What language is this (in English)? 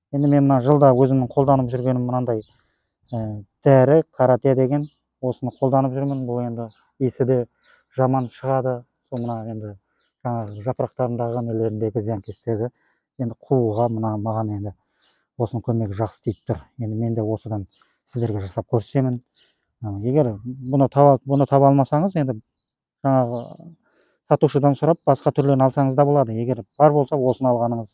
Kazakh